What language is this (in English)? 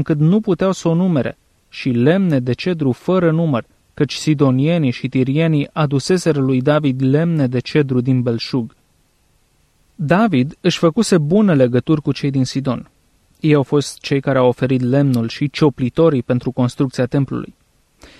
Romanian